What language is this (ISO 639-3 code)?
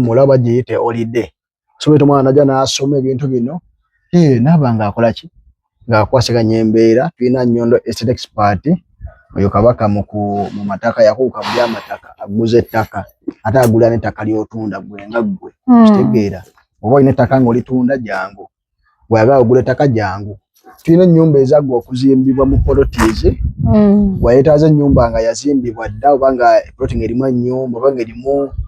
lug